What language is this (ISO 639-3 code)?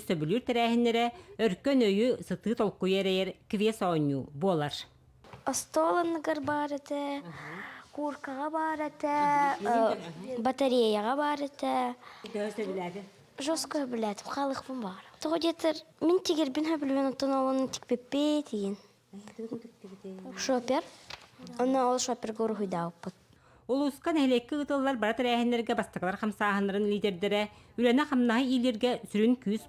sah